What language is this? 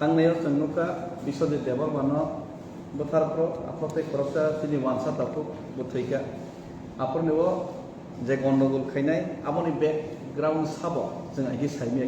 Kok Borok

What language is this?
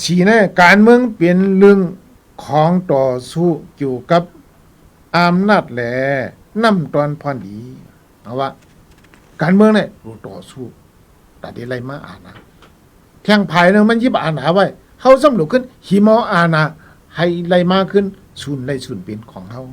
Shan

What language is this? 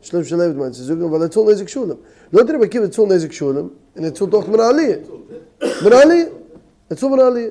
Yiddish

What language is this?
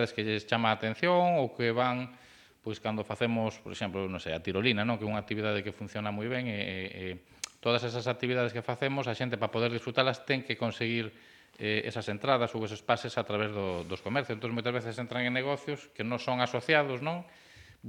Galician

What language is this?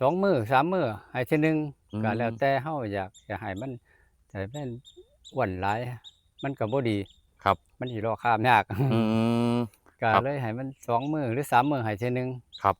Northeastern Thai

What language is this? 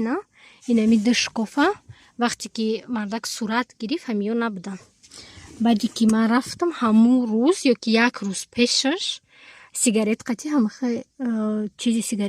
Tajik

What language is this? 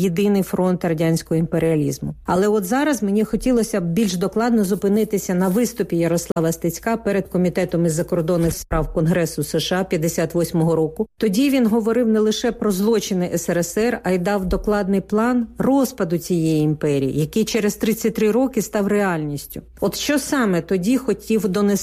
Ukrainian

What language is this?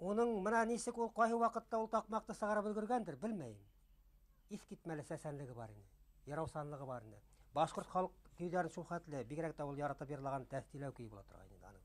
Bashkir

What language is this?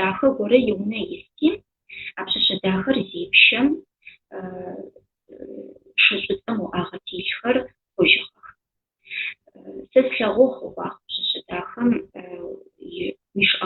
Adyghe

